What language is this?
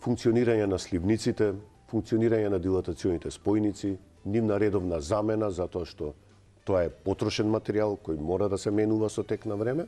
Macedonian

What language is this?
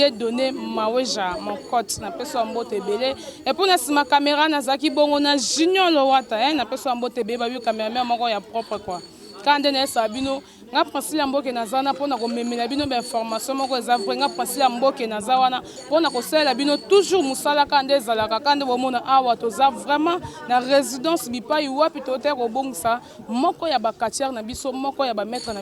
Lingala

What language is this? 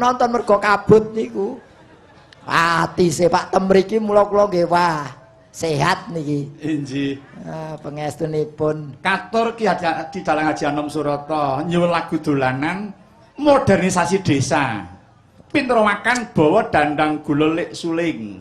Javanese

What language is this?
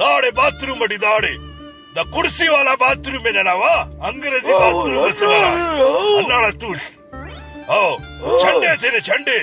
Brahui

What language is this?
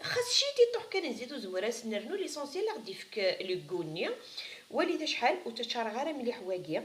Kabyle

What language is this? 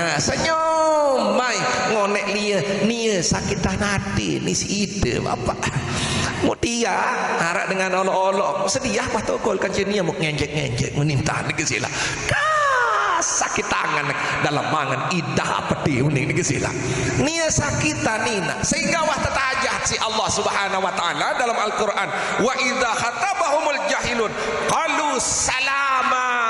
Sasak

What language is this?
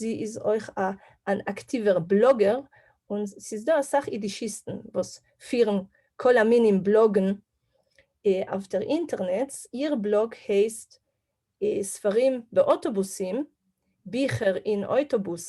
Yiddish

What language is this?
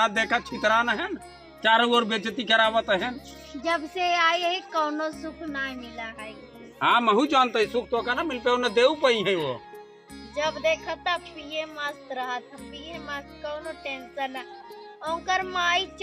Awadhi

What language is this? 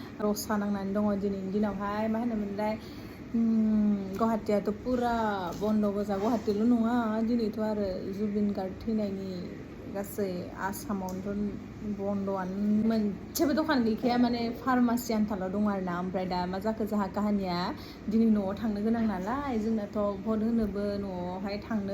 Bodo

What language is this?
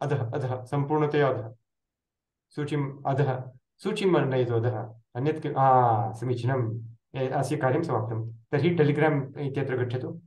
Sanskrit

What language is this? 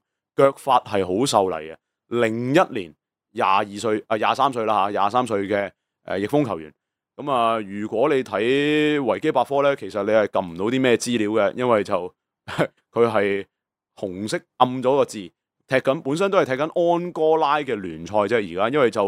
Cantonese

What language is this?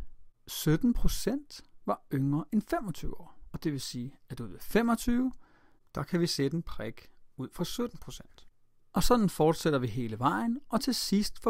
Danish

